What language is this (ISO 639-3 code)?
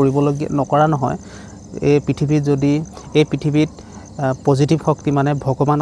asm